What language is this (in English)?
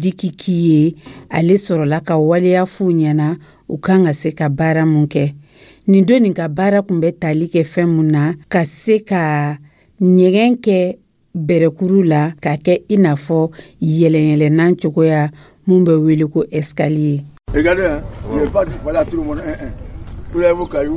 Dyula